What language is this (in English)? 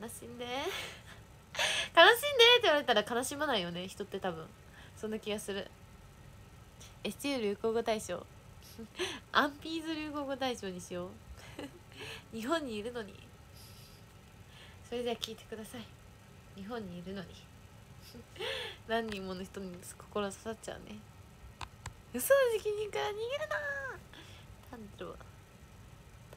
Japanese